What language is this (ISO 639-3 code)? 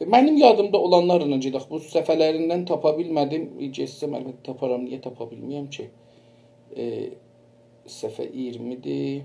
azb